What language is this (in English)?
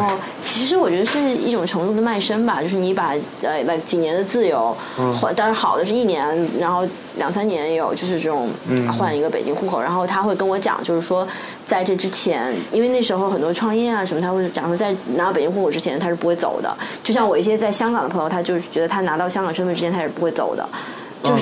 Chinese